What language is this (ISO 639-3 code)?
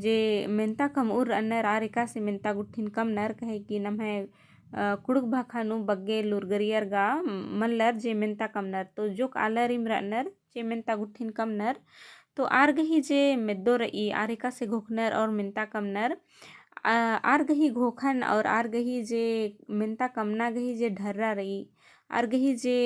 kru